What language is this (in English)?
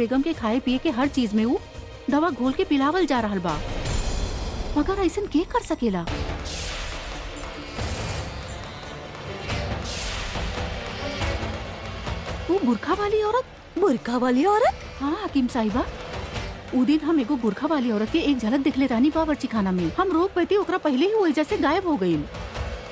Bhojpuri